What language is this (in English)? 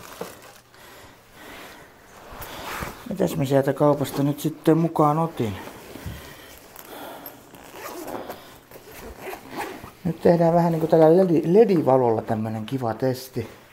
Finnish